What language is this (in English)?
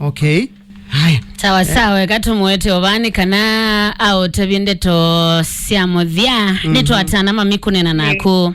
Kamba